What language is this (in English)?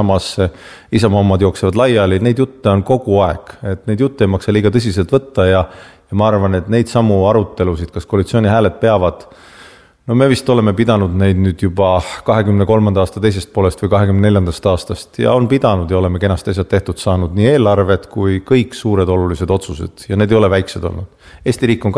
Estonian